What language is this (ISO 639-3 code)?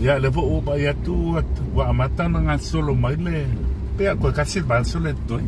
smo